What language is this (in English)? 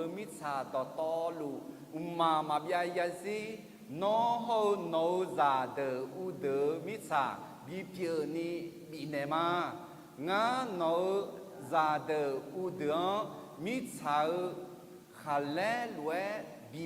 Akha